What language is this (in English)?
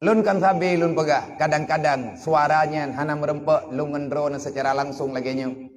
Achinese